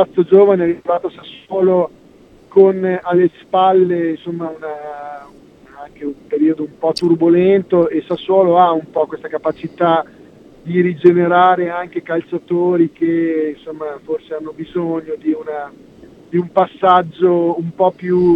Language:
Italian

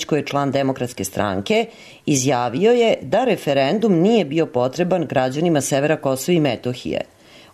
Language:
Serbian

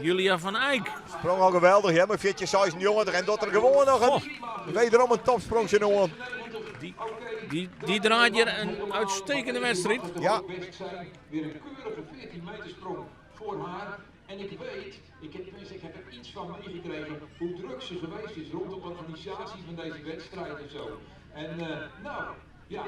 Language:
Western Frisian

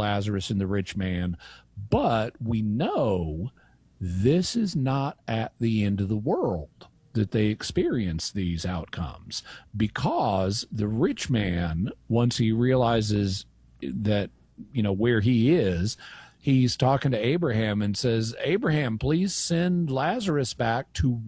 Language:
English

